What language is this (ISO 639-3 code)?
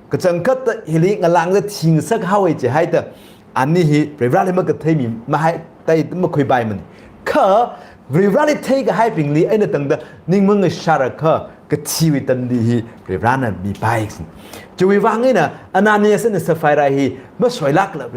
nmf